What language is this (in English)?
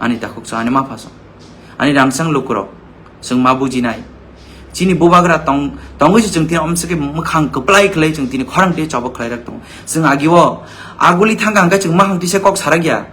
Kok Borok